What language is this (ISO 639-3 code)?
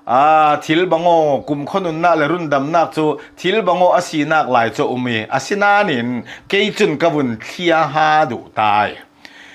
cnh